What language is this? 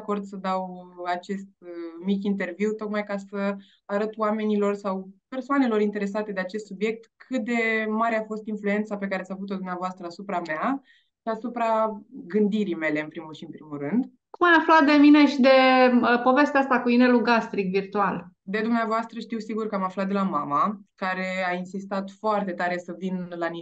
Romanian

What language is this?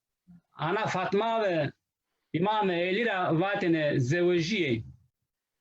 Zaza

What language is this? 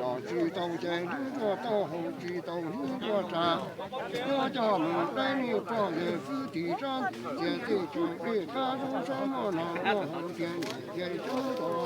Hmong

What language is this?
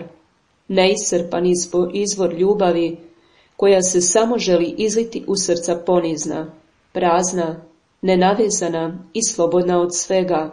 Croatian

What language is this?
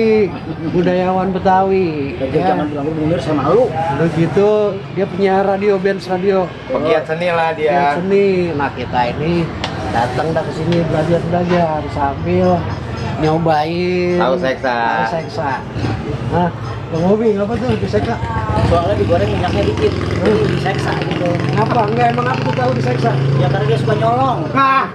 Betawi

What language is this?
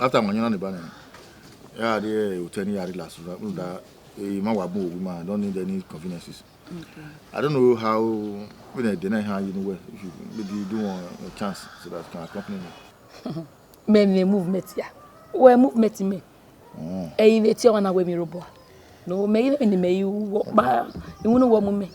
Bini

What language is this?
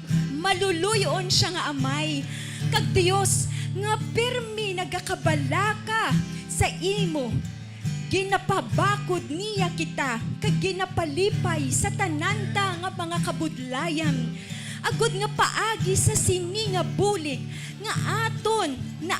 Hiligaynon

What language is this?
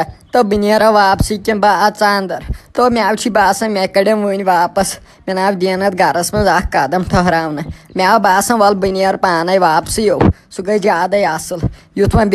Kashmiri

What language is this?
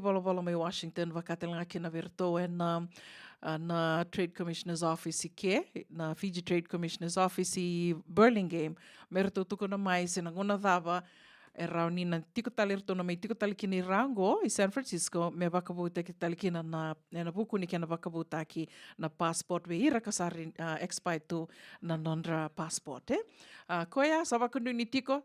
Fijian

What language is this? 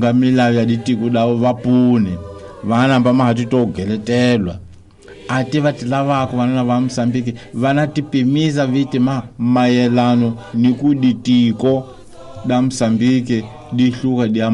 Tsonga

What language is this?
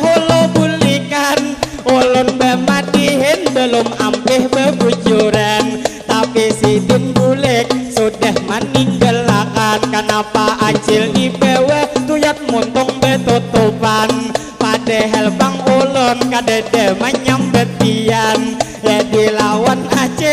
Banjar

